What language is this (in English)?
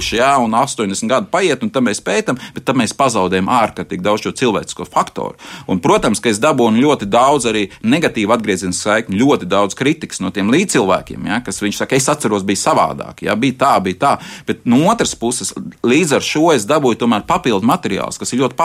Latvian